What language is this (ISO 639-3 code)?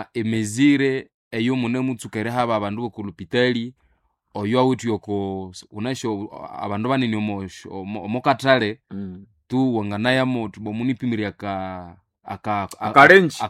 nnb